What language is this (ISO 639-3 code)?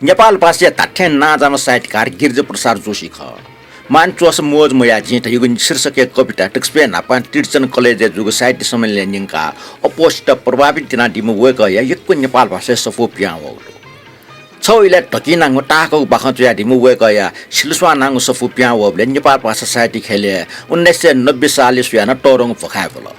new